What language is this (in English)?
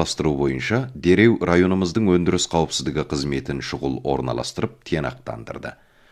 Kazakh